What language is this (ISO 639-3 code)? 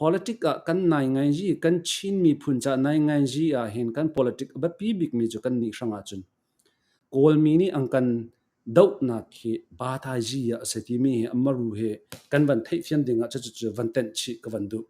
cnh